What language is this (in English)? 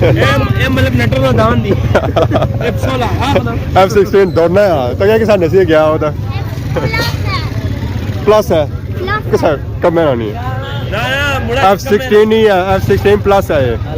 Pahari-Potwari